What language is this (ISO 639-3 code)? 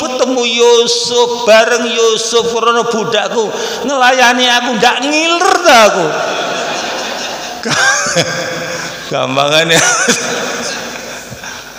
jav